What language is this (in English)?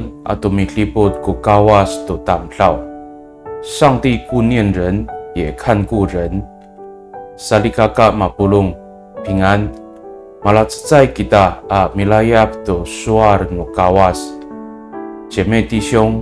Amis